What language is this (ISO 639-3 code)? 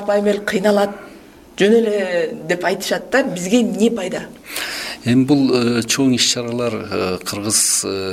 kir